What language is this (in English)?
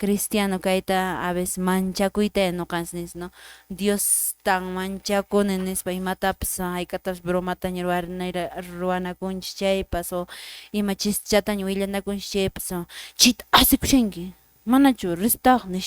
Quechua